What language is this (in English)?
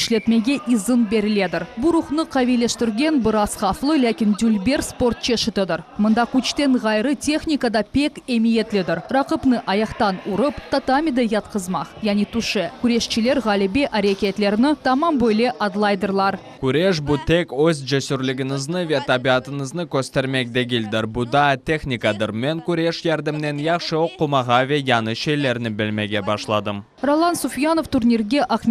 Crimean Tatar